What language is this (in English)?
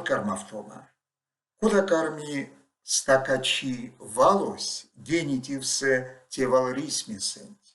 Erzya